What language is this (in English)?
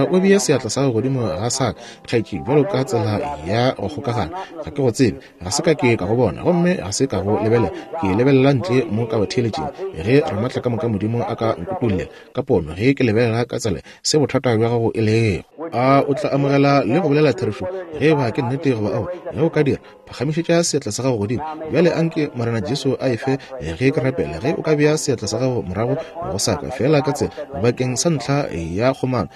Northern Sotho